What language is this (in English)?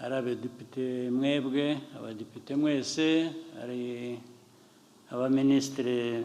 Kinyarwanda